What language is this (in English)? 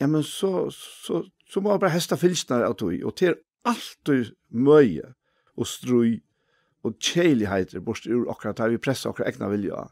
Faroese